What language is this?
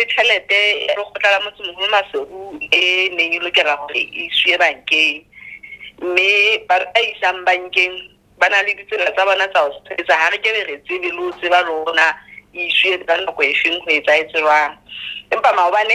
Southern Sotho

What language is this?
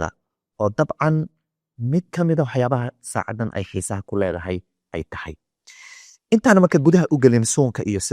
Somali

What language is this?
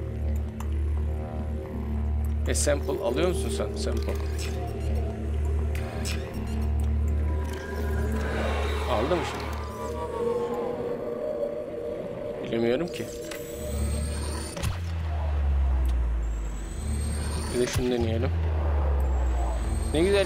Turkish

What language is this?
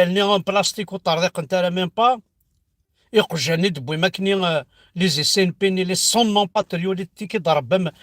Kabyle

